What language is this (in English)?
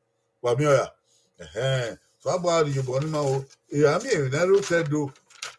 Bini